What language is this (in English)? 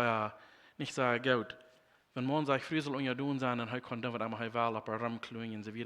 Plautdietsch